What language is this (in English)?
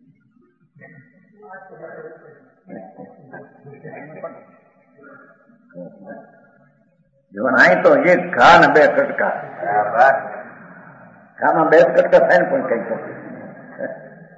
Gujarati